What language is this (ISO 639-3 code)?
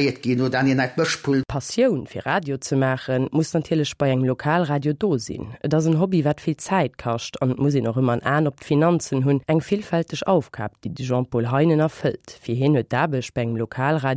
ltz